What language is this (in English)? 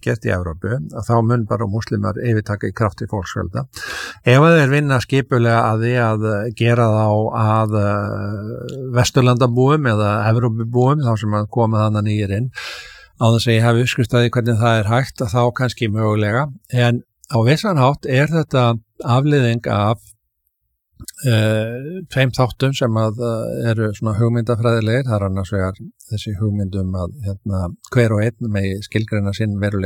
Icelandic